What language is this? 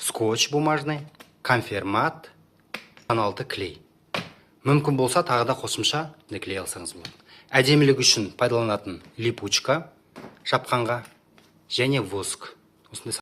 Kazakh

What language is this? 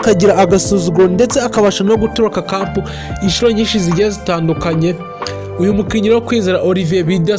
Kinyarwanda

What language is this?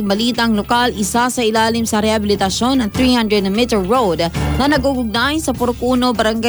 Filipino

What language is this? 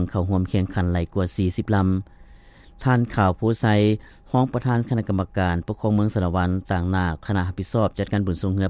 Lao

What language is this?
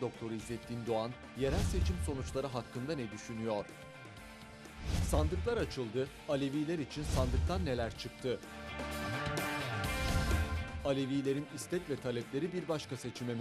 Turkish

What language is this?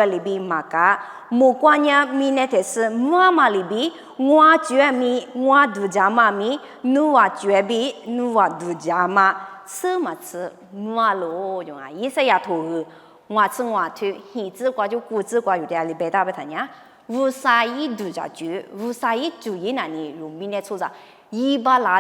Lisu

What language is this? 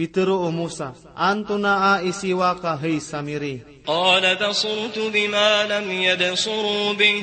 Maranao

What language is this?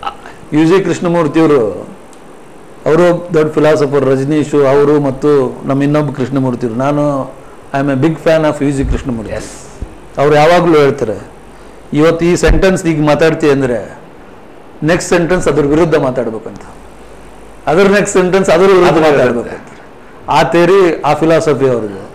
Kannada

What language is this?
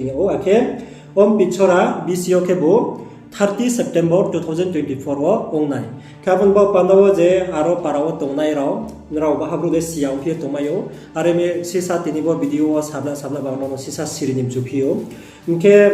Riang (India)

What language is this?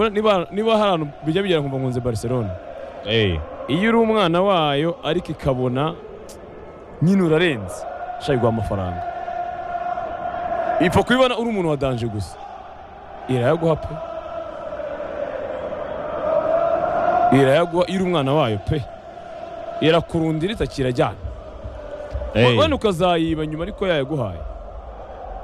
Kinyarwanda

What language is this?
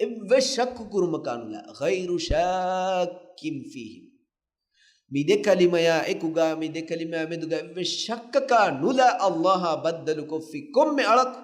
Divehi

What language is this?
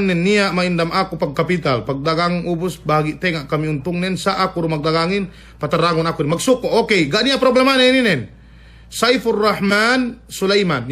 Yakan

